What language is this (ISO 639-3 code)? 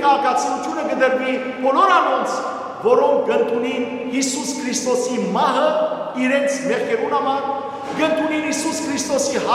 hyw